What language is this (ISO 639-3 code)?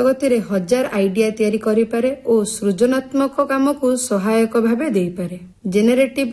ori